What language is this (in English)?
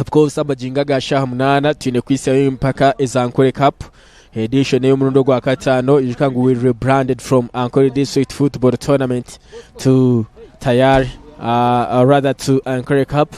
Nyankole